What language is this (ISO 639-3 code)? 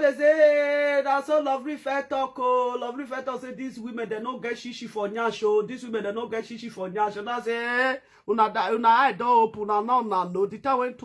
pcm